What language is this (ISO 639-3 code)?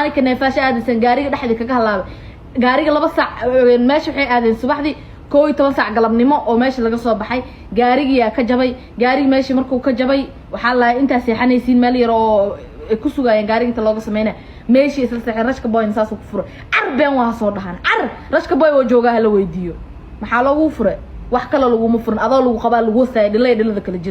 som